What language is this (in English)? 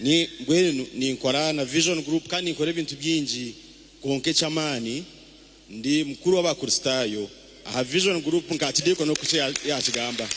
Nyankole